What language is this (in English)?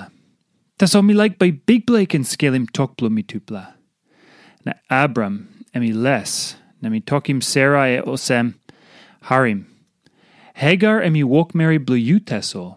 Tok Pisin